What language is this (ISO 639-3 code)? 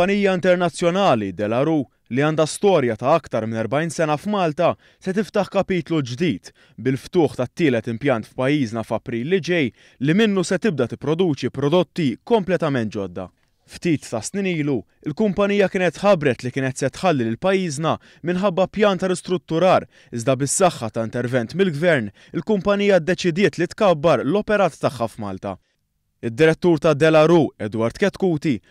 mlt